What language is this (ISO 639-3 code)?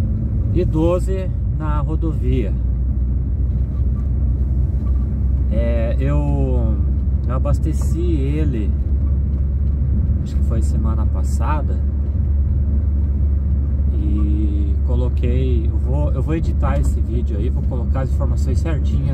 por